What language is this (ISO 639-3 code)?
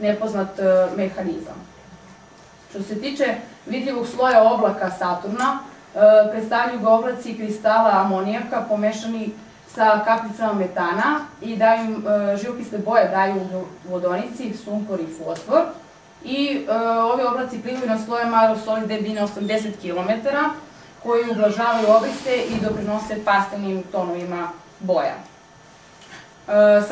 srp